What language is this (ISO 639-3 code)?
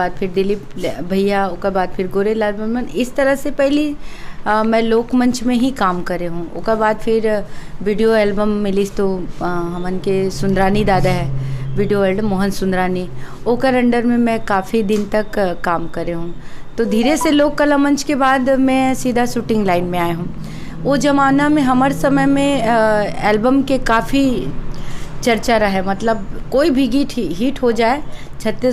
hne